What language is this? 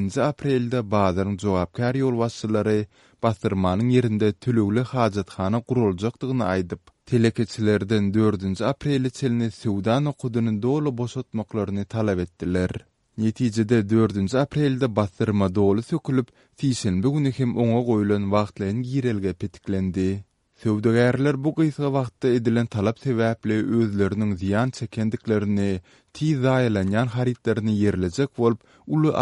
Turkmen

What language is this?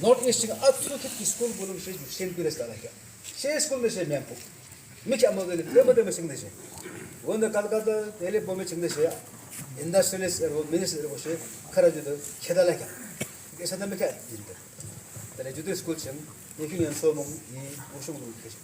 Yimchungru Naga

